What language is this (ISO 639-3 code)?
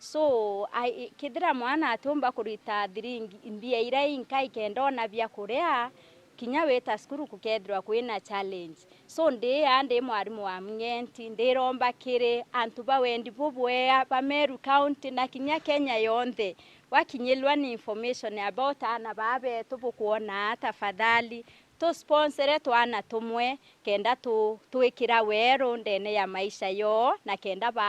mer